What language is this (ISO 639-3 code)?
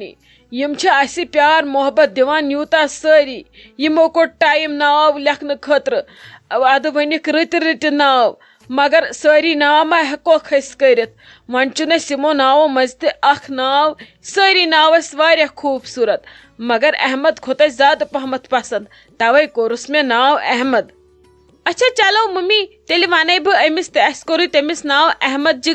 kas